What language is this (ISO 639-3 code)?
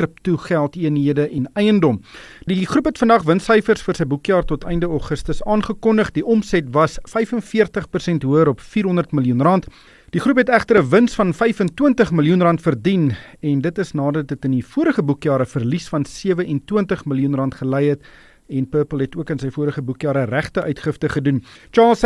afr